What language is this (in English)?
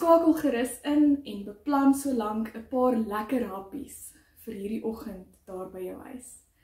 Afrikaans